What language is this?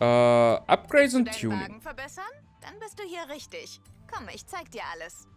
Bavarian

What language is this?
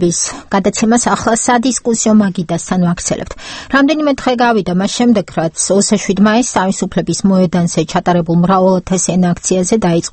Georgian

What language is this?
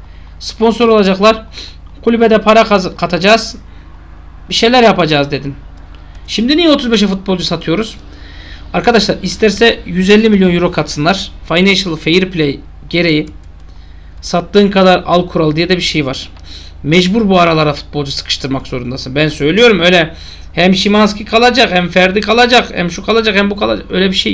Turkish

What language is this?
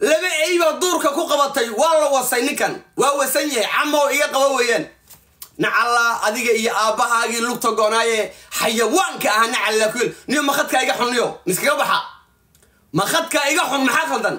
Somali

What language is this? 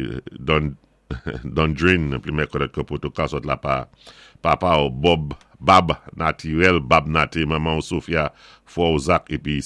Saint Lucian Creole French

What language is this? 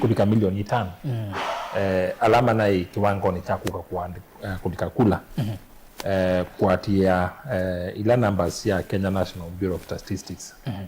Kamba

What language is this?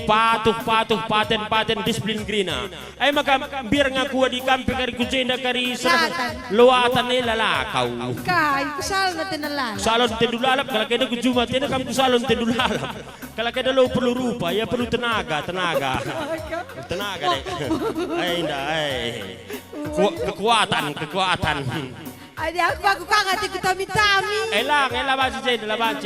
Batak Karo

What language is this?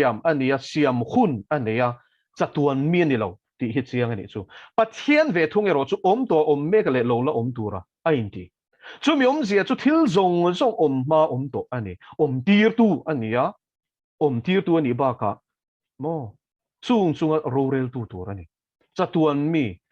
Mizo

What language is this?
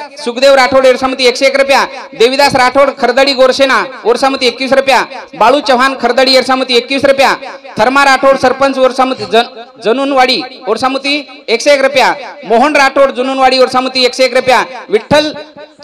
Lambadi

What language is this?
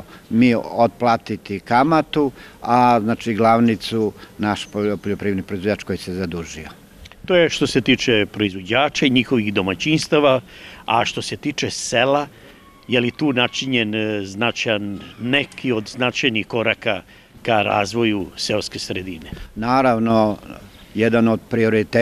Serbian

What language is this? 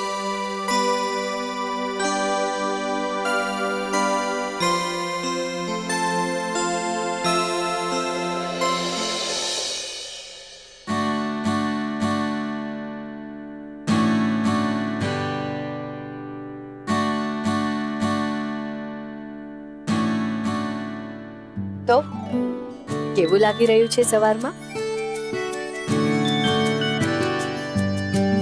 Gujarati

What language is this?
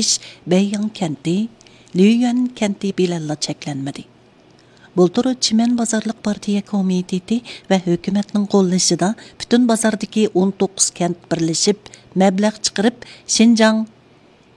Uyghur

